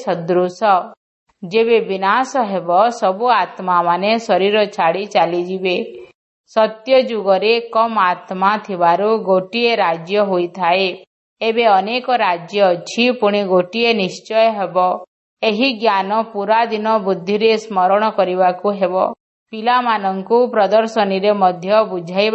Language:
Odia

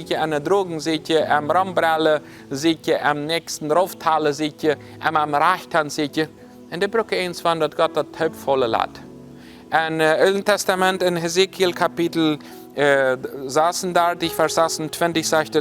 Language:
Plautdietsch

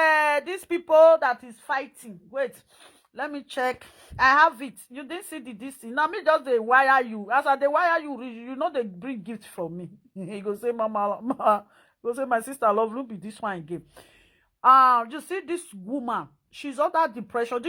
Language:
Nigerian Pidgin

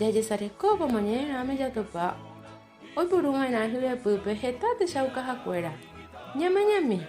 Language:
Guarani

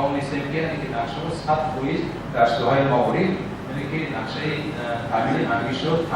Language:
Tajik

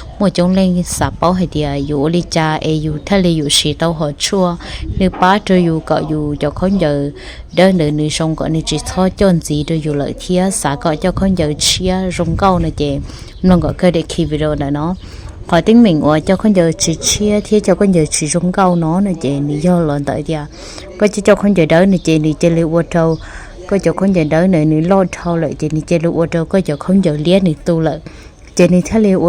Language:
Hmong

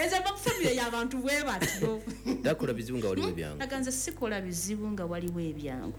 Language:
Ganda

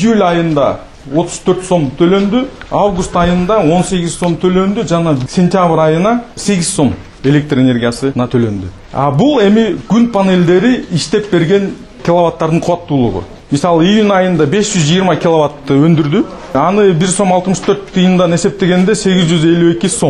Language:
Kyrgyz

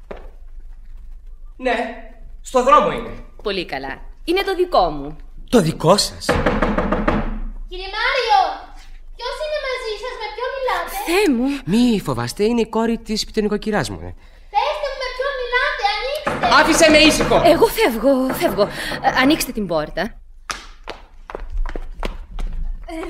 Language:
Greek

